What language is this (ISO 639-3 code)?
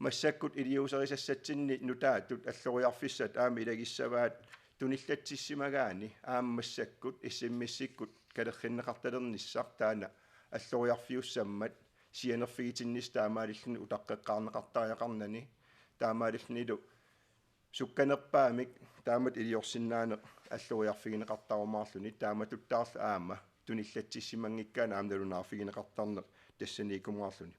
kal